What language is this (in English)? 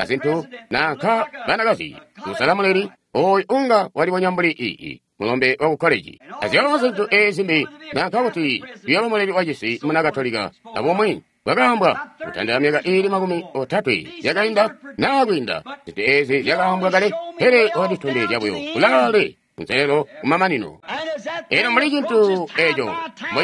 Tonga (Zambia)